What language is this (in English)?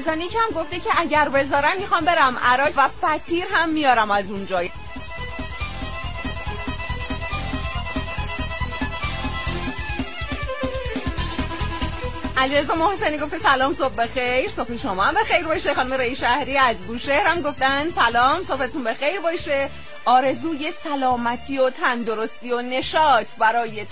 Persian